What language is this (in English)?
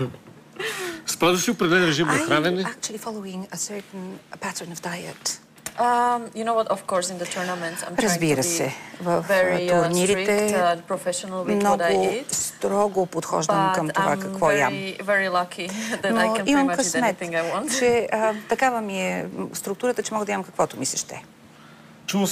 Bulgarian